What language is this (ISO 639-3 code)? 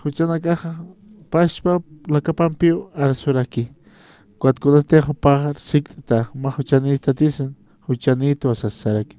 aym